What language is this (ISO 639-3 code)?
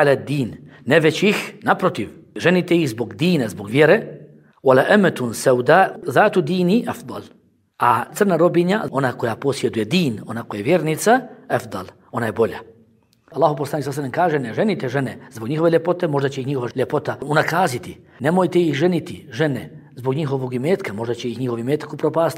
bos